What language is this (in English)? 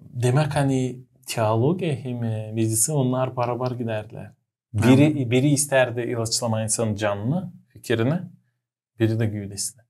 Gagauz